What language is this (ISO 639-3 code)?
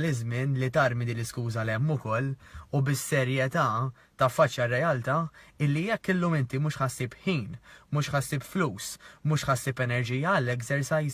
mlt